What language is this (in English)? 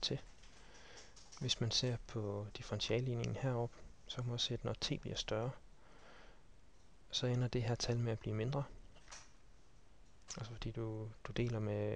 Danish